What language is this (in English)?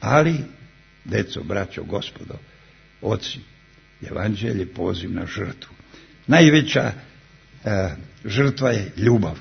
Serbian